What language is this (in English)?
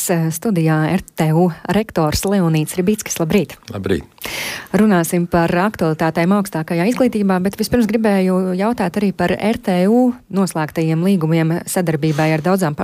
Latvian